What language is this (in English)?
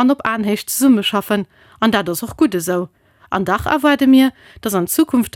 Luxembourgish